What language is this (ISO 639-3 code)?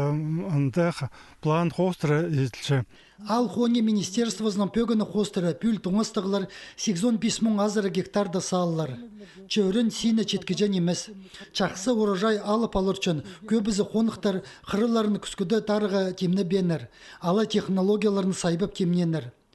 kjh